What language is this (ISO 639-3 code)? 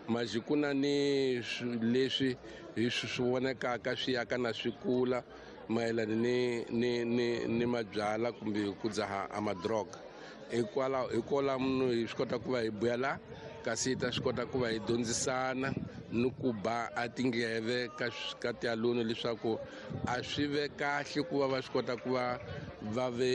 tso